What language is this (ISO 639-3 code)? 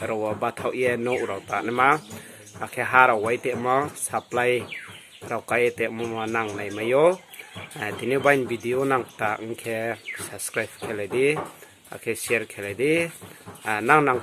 ria